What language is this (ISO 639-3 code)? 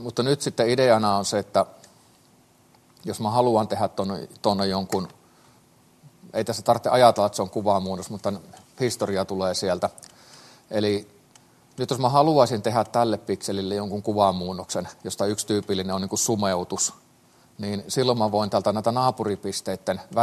fin